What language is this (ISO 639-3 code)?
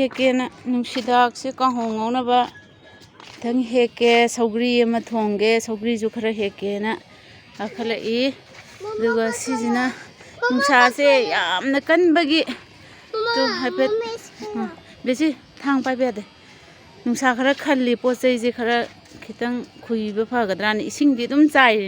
mni